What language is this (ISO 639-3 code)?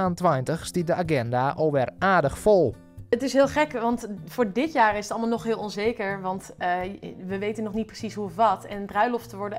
fry